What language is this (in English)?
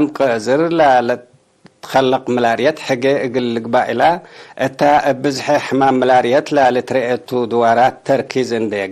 Tigre